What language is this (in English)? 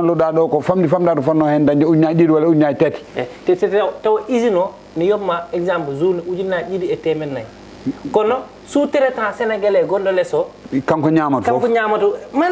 Fula